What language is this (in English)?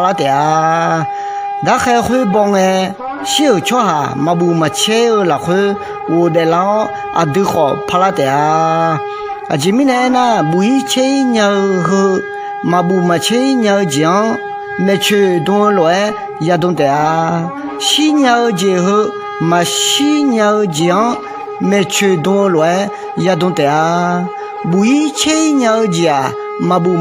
Akha